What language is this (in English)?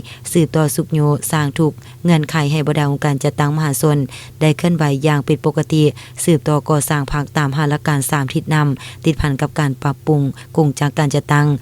Lao